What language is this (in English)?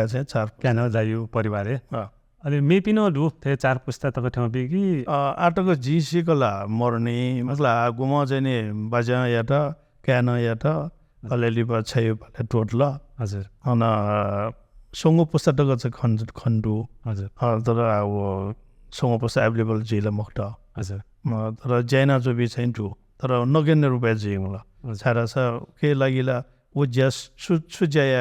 Newari